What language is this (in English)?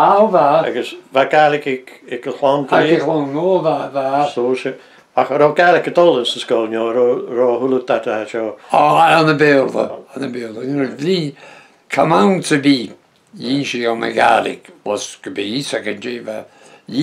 Breton